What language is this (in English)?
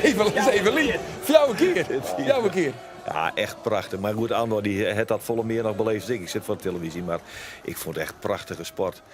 Western Frisian